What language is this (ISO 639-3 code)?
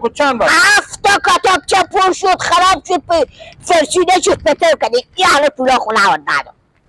fas